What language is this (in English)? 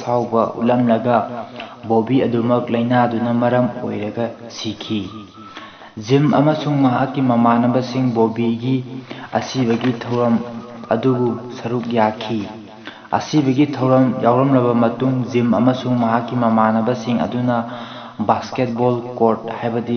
Manipuri